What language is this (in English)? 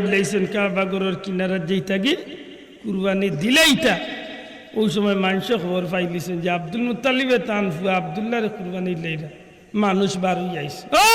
Sylheti